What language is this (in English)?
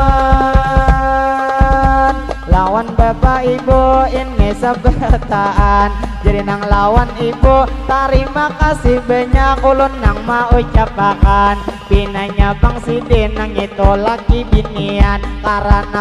Banjar